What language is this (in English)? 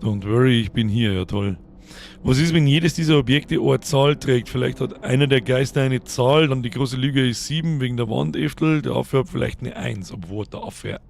Bavarian